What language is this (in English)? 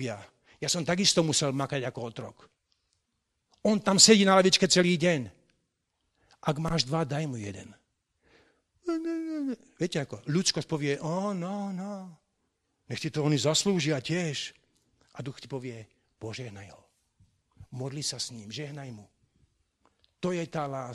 Slovak